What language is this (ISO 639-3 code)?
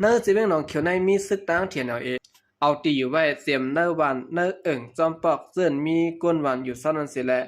shn